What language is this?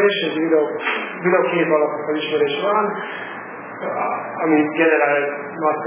Hungarian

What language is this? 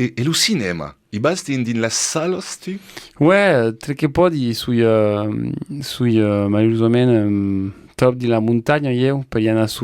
Occitan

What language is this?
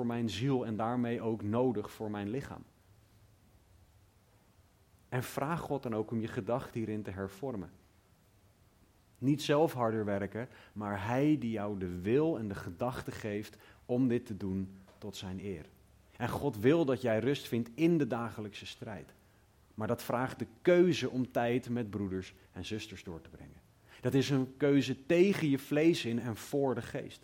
Dutch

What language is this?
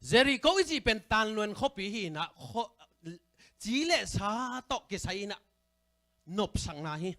Tedim Chin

